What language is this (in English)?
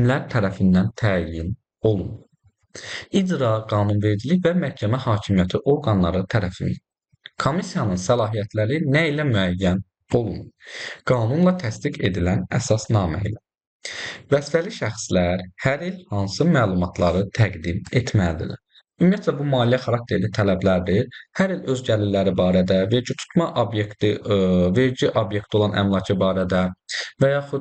Azerbaijani